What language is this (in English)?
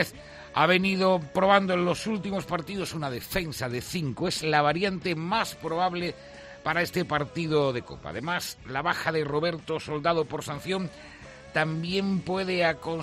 Spanish